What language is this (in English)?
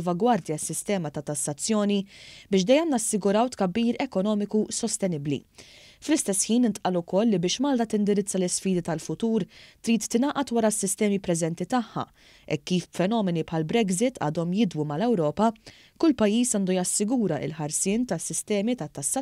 Maltese